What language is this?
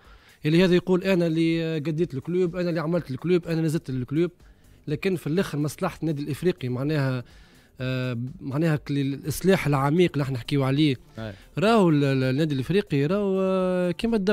Tunisian Arabic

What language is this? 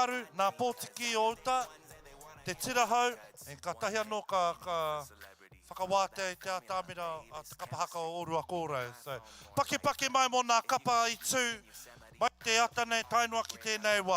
Māori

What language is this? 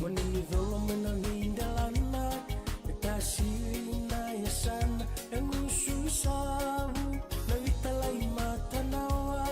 Fijian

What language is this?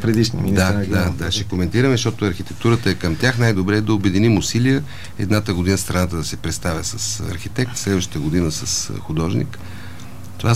Bulgarian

